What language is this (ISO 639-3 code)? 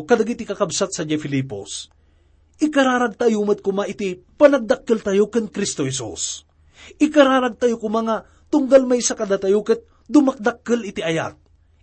ilo